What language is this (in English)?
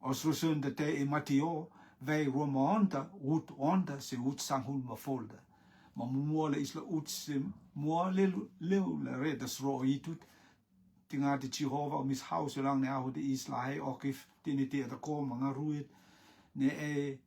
Rotuman